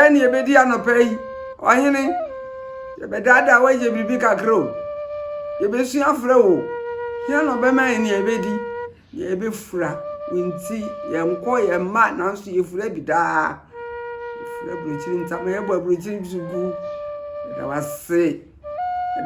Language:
Akan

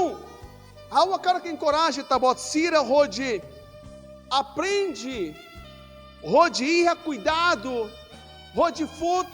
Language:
Tetum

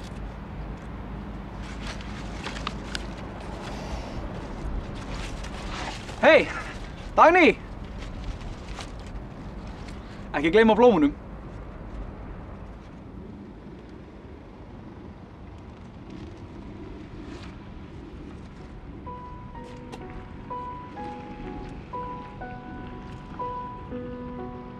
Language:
Icelandic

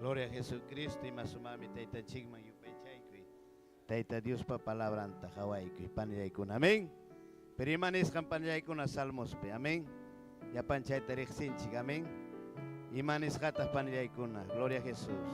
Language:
Ayacucho Quechua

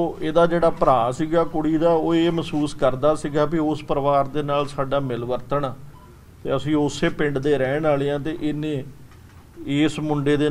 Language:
Punjabi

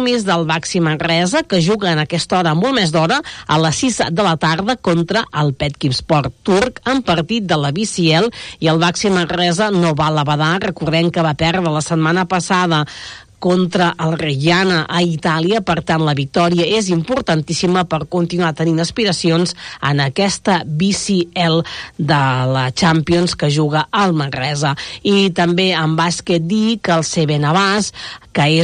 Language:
Catalan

